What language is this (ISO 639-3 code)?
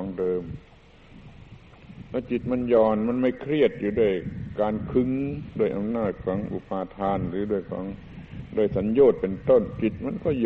tha